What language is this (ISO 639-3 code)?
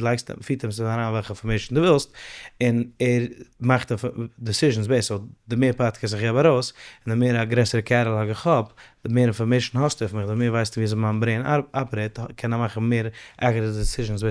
yid